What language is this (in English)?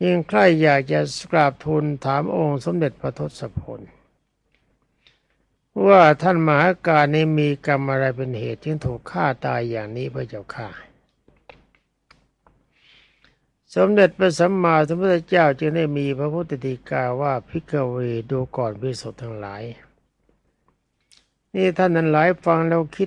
Thai